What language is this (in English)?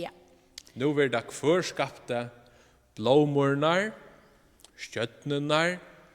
Faroese